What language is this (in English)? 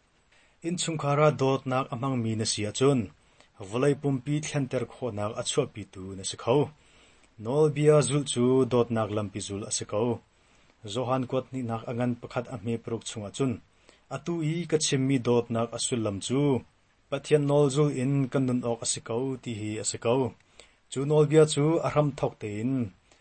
Hakha Chin